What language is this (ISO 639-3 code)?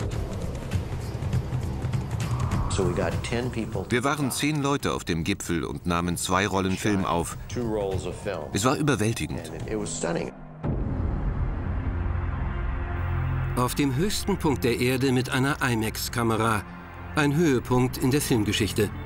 deu